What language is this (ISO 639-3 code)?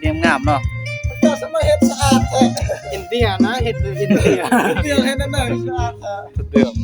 tts